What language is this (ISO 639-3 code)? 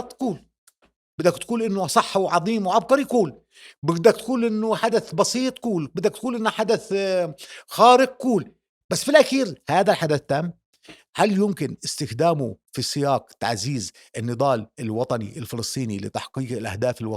apc